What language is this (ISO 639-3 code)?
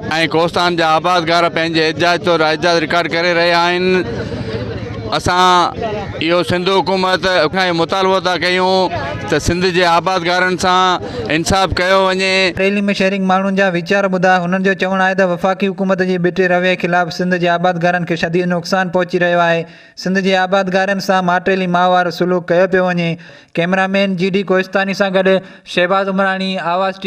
snd